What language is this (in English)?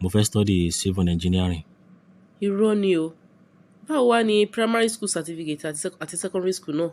Yoruba